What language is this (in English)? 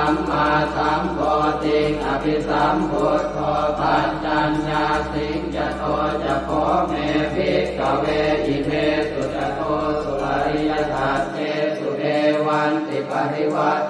Pali